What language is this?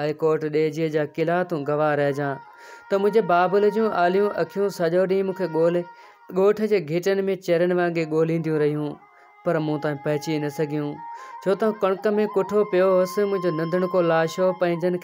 Sindhi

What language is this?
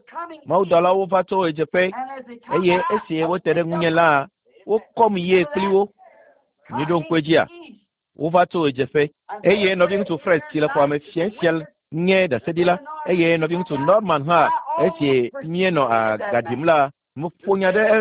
Ewe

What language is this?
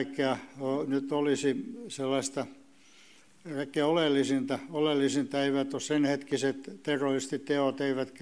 Finnish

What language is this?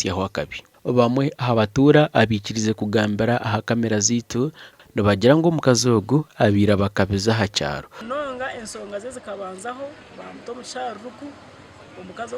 Nyankole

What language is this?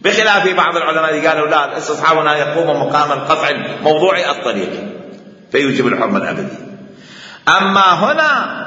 Mesopotamian Arabic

